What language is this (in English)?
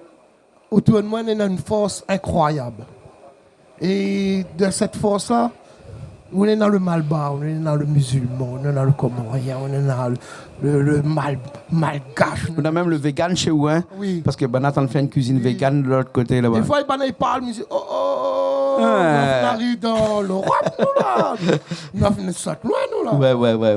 Réunion Creole French